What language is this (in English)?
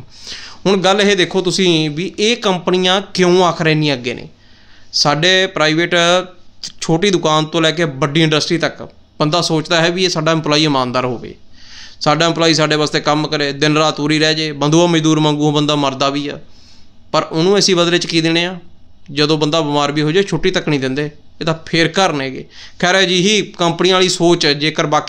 Punjabi